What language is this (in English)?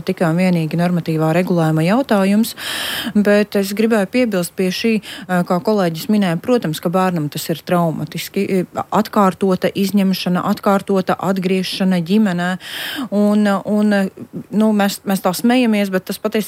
Latvian